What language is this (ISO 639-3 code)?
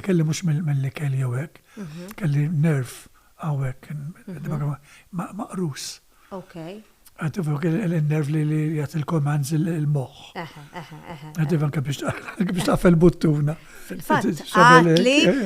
mlt